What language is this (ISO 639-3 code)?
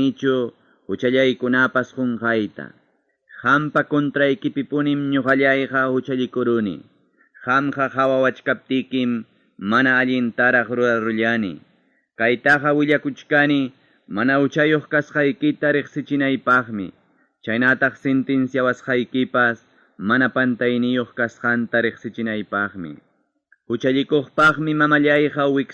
quy